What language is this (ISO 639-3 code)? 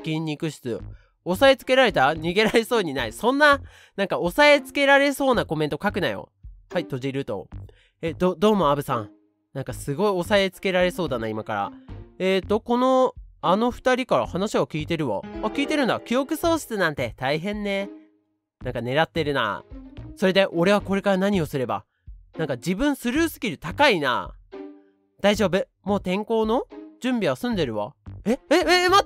jpn